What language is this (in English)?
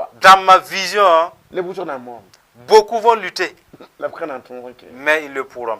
Mossi